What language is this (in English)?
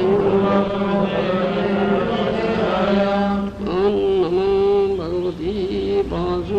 Odia